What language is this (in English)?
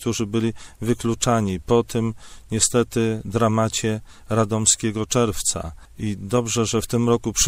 Polish